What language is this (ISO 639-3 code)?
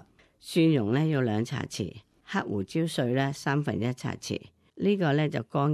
yue